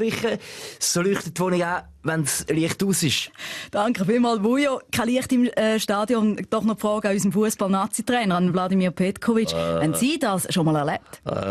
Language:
Swiss German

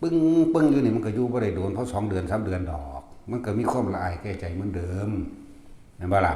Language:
Northeastern Thai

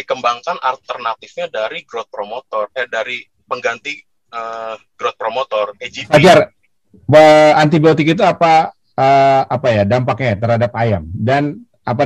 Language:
Indonesian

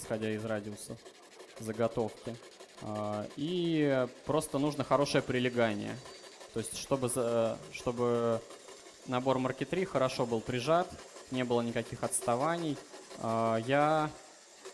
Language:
Russian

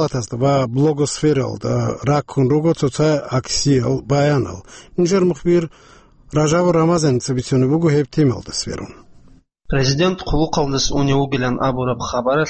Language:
Avaric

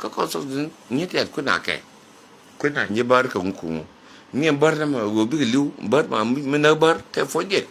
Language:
Nuer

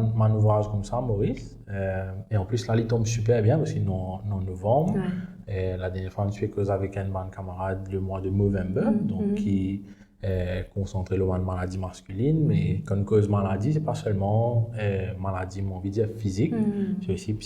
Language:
Morisyen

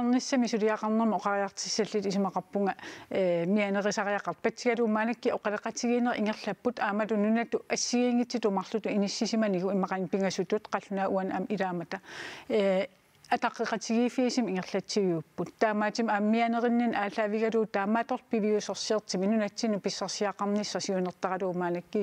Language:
Kalaallisut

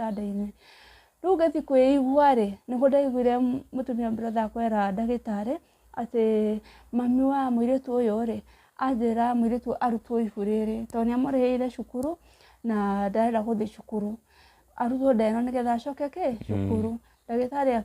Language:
Kikuyu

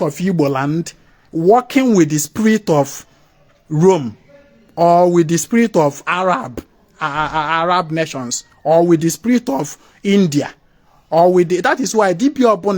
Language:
Igbo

